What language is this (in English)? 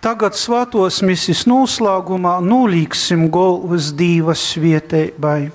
Latgalian